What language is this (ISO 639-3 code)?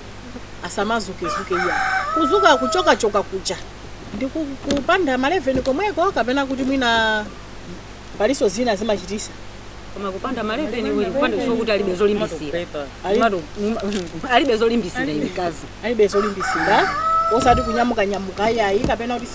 nya